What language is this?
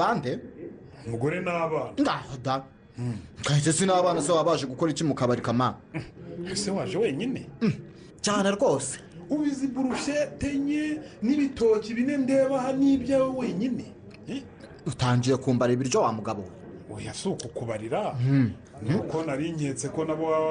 Kinyarwanda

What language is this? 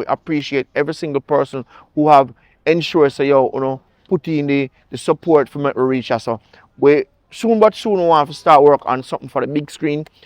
Jamaican Creole English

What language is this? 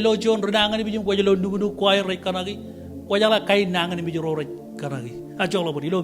Marshallese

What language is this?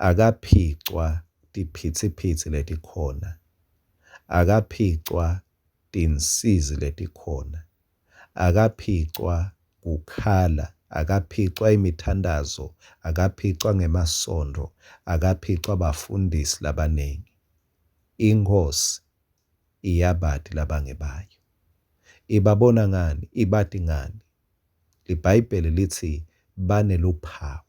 Swati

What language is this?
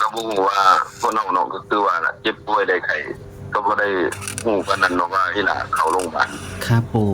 Northeastern Thai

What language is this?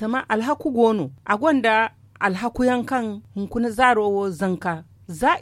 Zarma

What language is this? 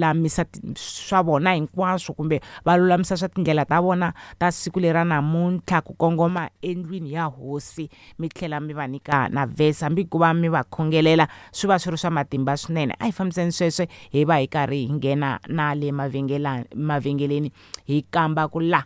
Tsonga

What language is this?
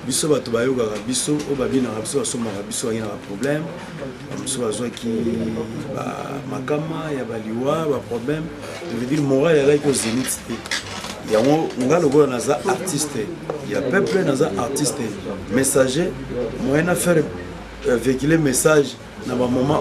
Lingala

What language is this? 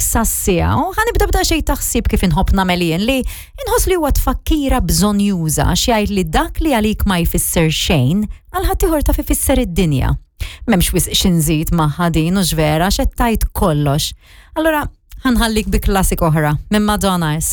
Maltese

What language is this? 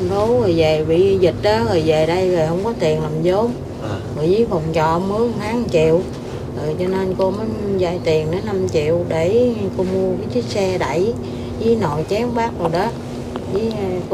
Vietnamese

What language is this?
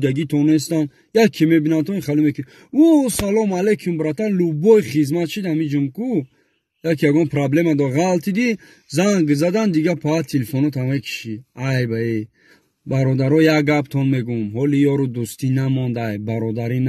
Tajik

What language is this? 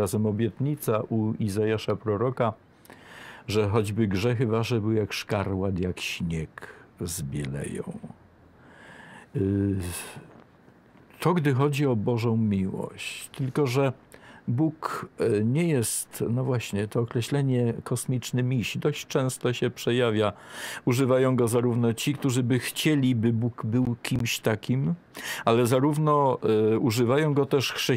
Polish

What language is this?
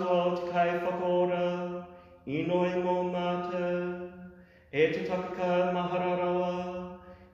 Māori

